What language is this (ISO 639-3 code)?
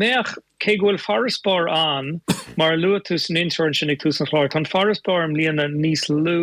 gle